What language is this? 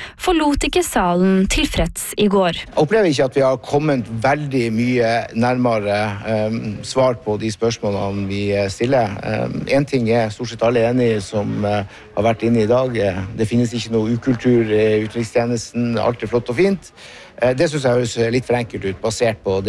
Norwegian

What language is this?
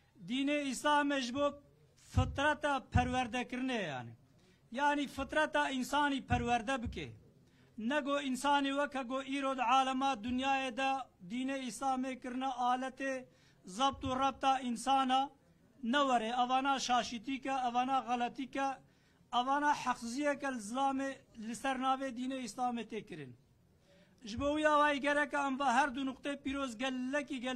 Kurdish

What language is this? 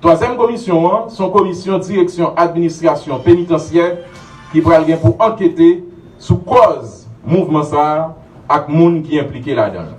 Haitian Creole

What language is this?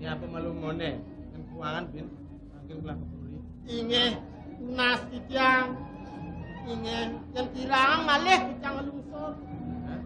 Balinese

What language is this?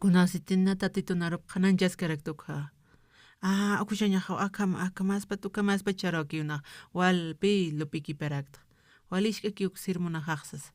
Aymara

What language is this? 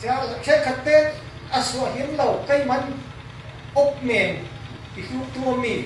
Falam Chin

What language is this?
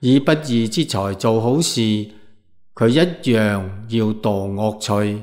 Cantonese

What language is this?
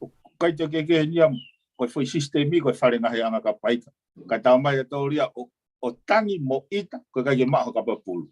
Tongan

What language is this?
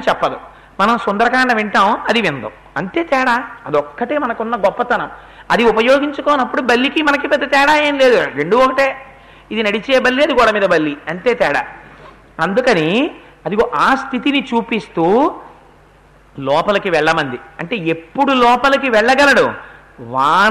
Telugu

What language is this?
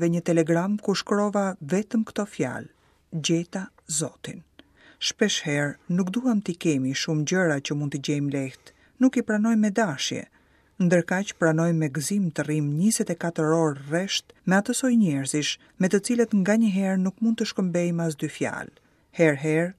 Albanian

